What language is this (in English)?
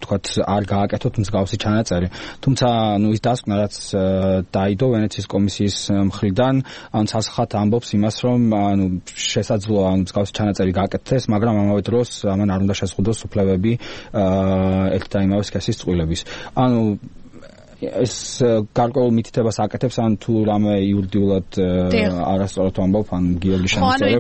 Georgian